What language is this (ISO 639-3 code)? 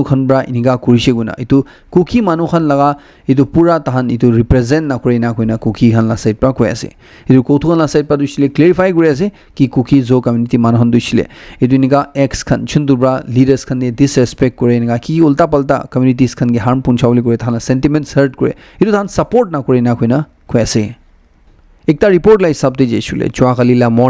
nag